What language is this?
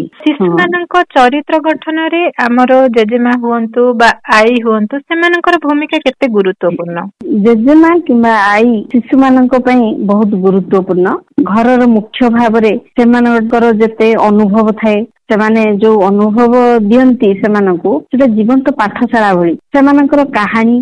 Odia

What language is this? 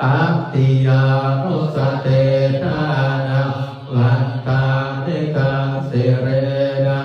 Pali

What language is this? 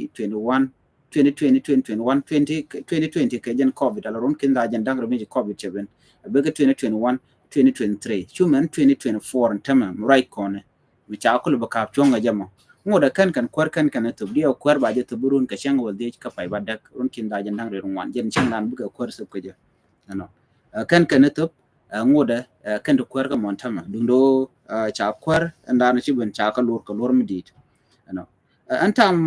Nuer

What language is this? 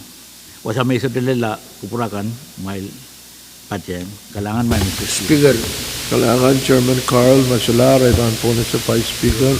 Pohnpeian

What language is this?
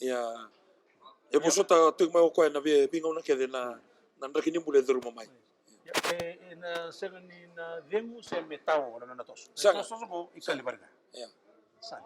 Fijian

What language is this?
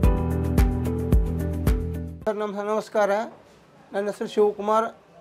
Kannada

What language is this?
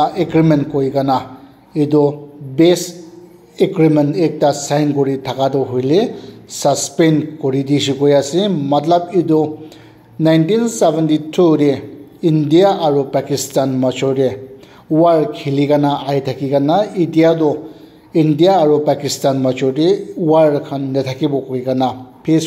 Naga Pidgin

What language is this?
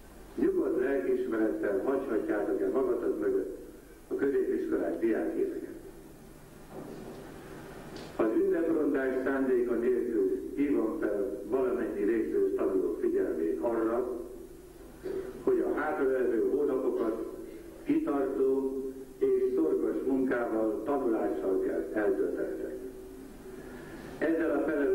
Hungarian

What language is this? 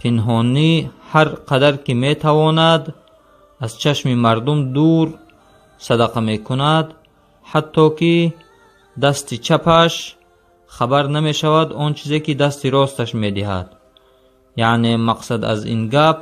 Tajik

